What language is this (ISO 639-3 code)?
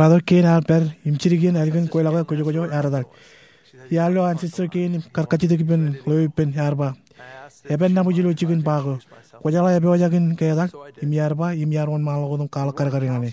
mah